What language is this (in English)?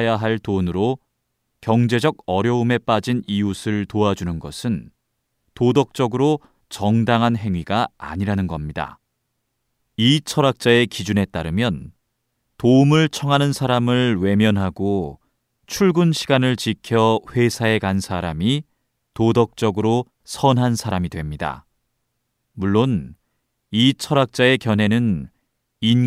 Korean